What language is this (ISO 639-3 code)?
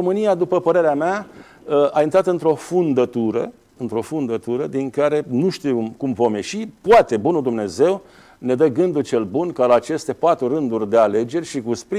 ron